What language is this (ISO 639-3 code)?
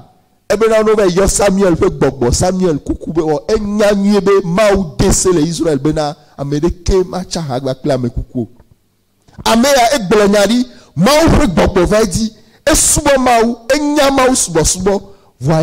ewe